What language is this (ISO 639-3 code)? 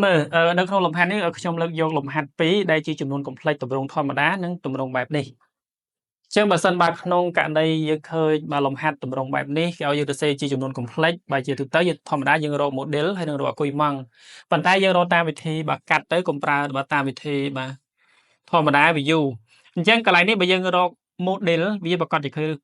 khm